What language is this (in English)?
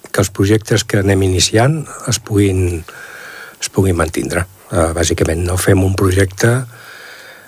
Catalan